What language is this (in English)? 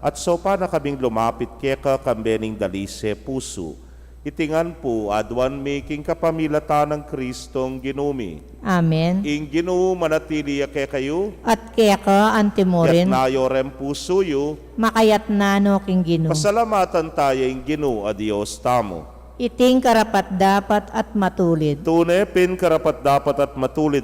Pampanga